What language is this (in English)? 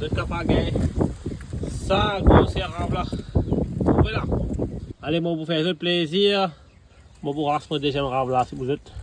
Morisyen